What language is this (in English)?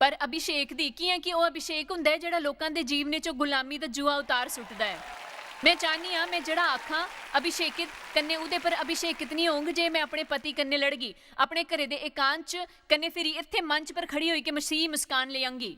Dogri